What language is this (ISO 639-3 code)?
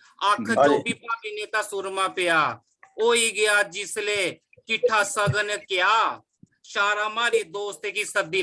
doi